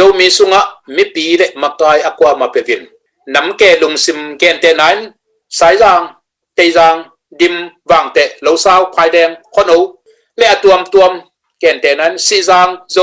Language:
Tedim Chin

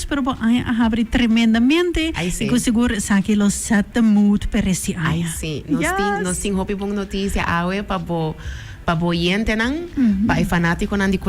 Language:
Papiamento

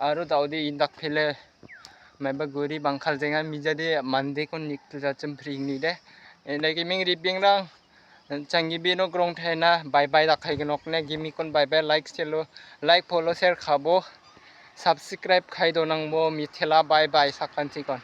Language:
Garo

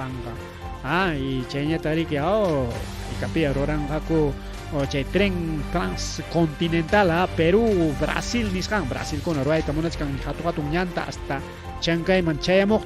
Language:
Ayacucho Quechua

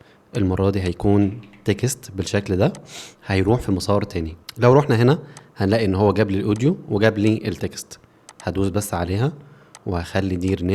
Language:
Egyptian Arabic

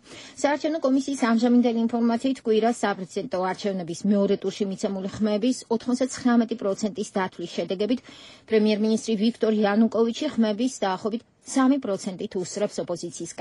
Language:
Georgian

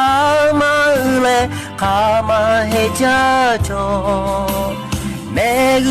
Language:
Lahu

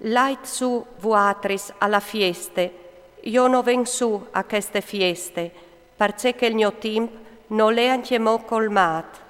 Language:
Friulian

